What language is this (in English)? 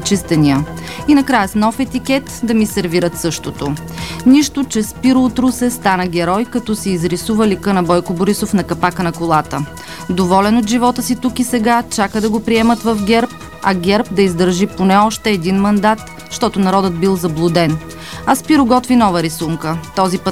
Bulgarian